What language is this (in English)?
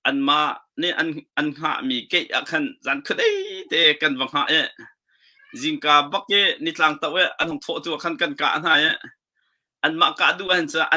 Hakha Chin